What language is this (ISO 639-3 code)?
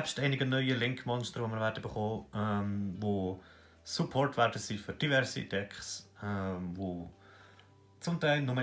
gsw